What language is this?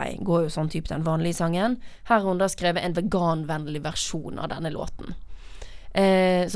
Norwegian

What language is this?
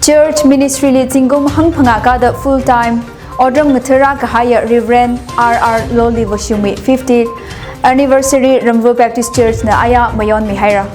Tangkhul Naga (India)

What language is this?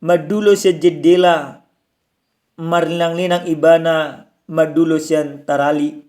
Batak Toba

